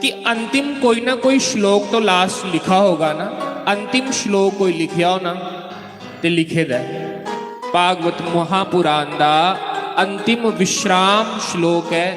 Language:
Dogri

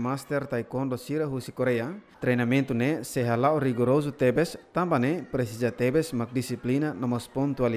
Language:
Tetum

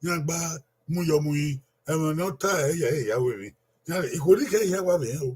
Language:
Bini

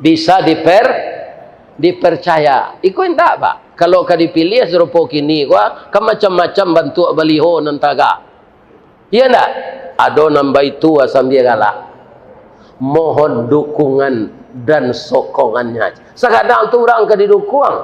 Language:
Minangkabau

